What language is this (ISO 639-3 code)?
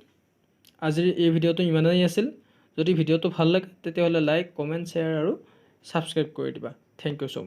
asm